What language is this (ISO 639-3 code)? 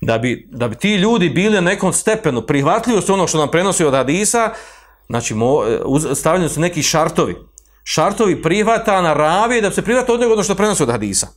bos